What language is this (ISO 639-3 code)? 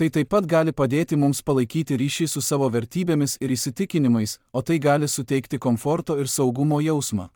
lit